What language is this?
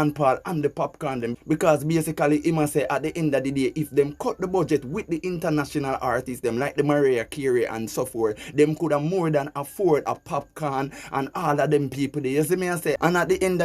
Jamaican Creole English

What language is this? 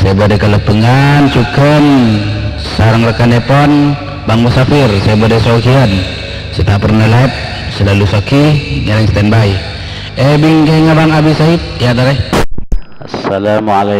Madurese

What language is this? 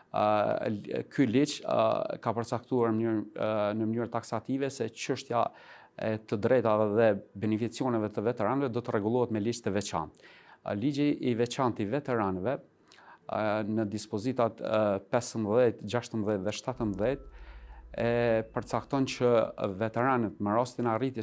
Albanian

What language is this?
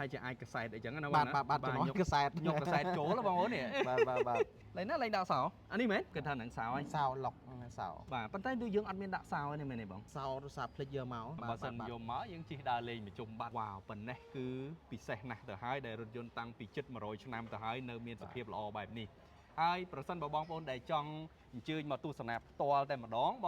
Khmer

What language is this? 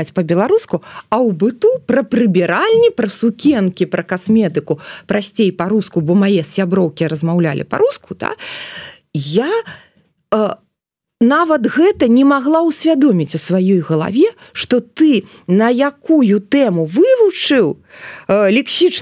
Belarusian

